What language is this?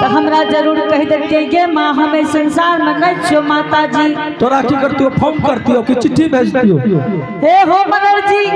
Angika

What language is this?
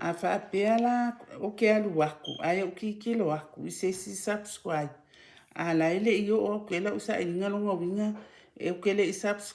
Samoan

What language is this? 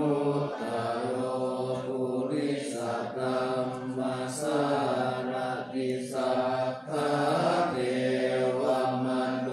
Pali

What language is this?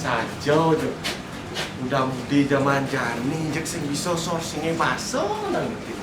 Balinese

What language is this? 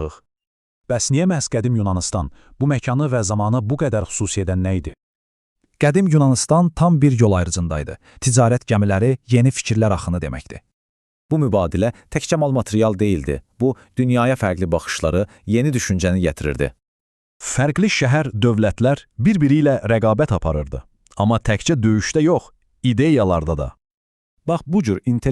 Azerbaijani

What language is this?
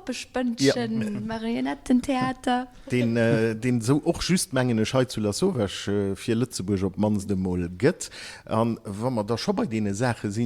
Luxembourgish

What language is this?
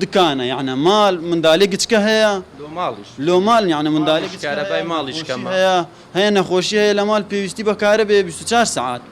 Central Kurdish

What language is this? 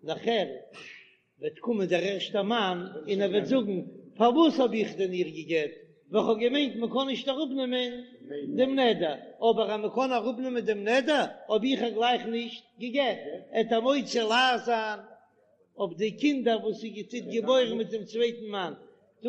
Yiddish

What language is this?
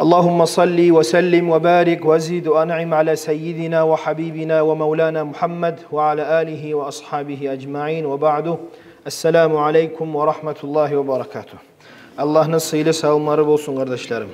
Kumyk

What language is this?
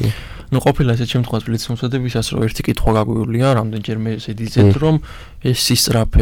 Georgian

